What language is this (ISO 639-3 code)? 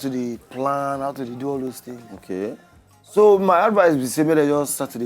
pcm